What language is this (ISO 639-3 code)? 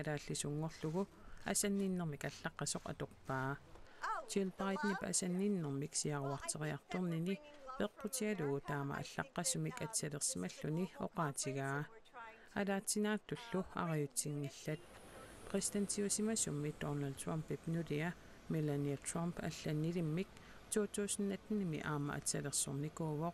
kal